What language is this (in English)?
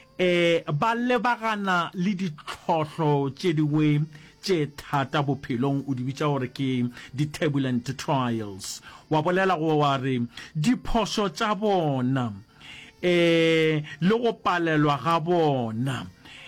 Northern Sotho